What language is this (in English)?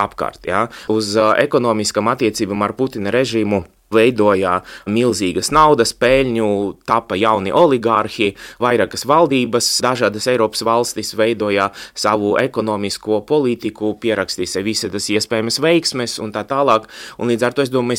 Latvian